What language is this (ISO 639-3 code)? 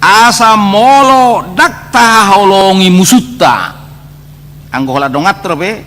bbc